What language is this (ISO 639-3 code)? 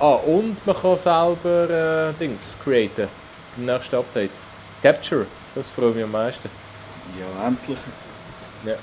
gsw